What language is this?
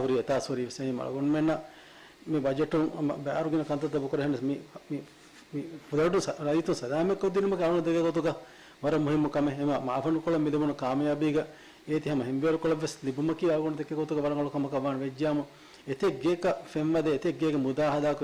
Divehi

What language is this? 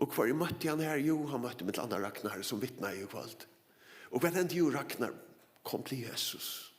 Faroese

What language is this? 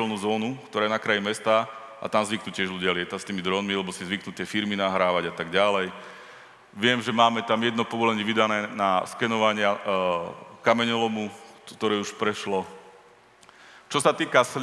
Slovak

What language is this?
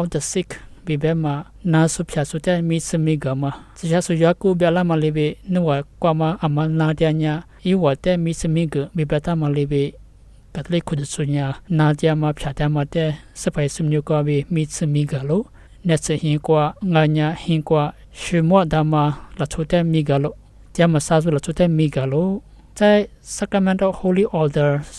Lisu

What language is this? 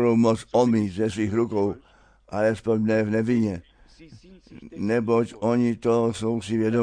Czech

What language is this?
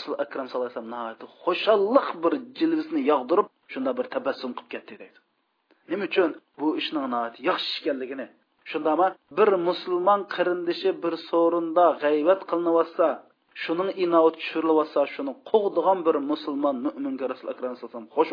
Uyghur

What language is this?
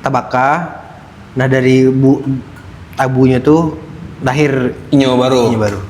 Minangkabau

